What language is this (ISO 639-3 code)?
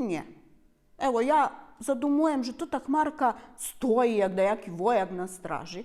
rue